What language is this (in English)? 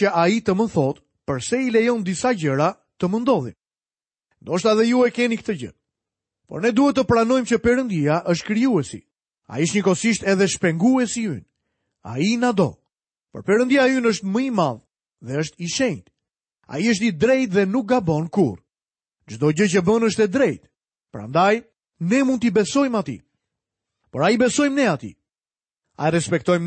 Albanian